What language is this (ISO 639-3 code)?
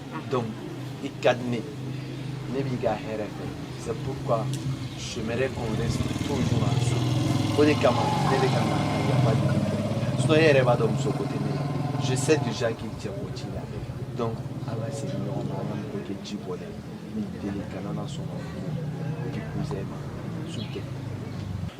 bam